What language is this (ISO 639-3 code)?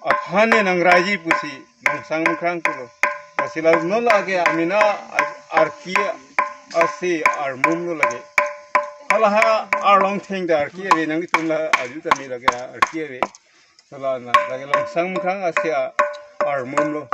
mjw